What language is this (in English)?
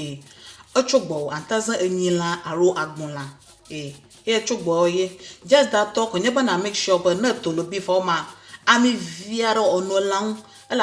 Ewe